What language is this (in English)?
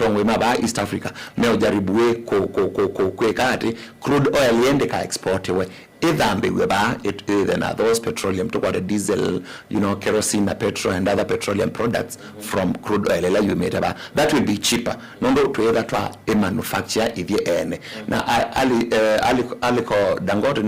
Kamba